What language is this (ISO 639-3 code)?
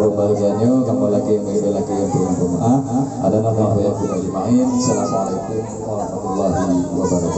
ace